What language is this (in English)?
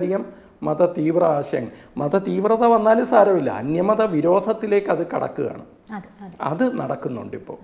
Malayalam